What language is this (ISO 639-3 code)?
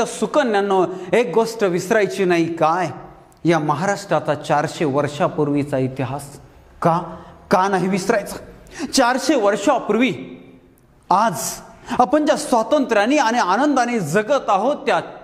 mar